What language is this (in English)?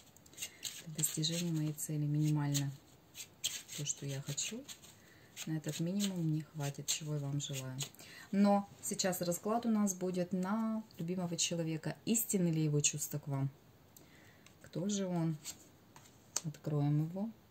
Russian